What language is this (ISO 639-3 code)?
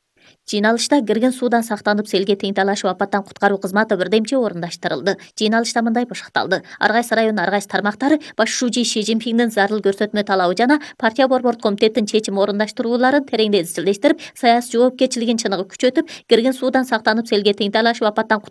kir